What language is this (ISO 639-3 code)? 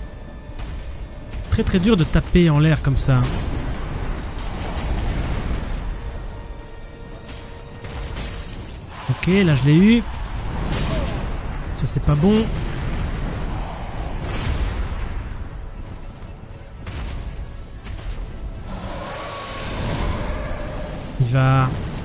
fra